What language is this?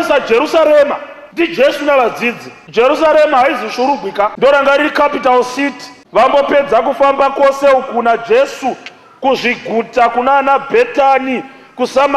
Shona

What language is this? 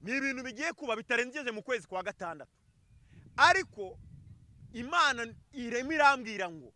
Kinyarwanda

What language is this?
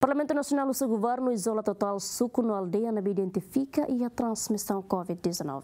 Tetum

